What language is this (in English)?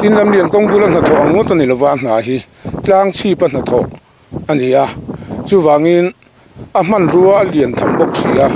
Mizo